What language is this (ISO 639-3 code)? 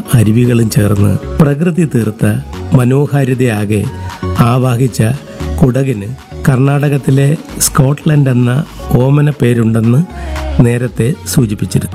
mal